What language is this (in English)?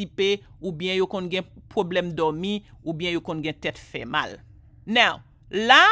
Haitian Creole